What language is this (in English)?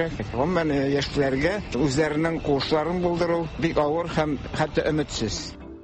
Tatar